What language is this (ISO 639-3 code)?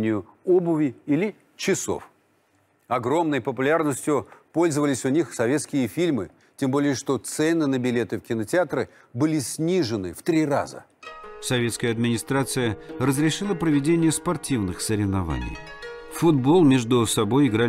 rus